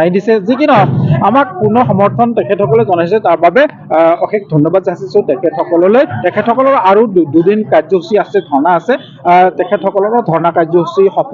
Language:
Assamese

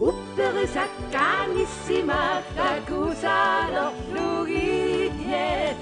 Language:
Kalaallisut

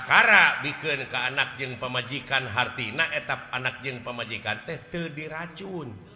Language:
Sundanese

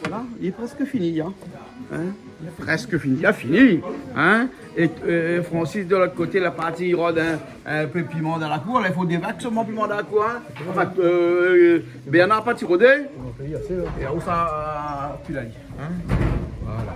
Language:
Réunion Creole French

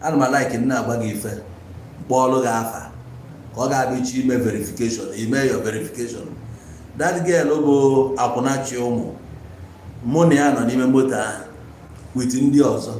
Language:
Igbo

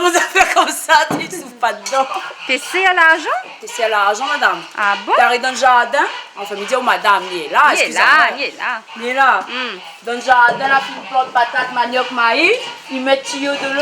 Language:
Réunion Creole French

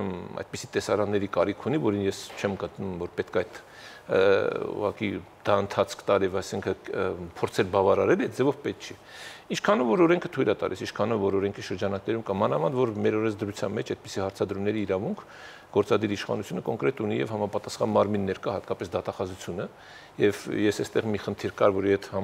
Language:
Armenian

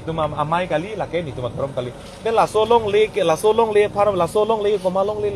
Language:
Karbi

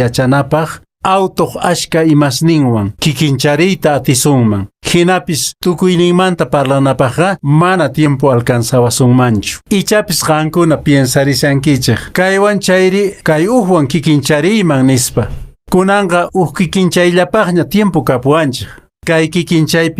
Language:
Quechua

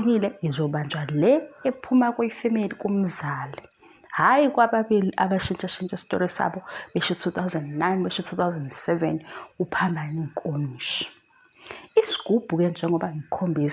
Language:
Zulu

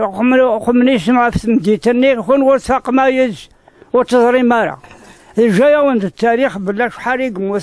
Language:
Kabyle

